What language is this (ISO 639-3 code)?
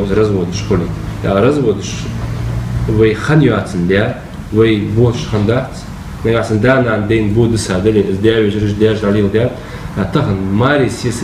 inh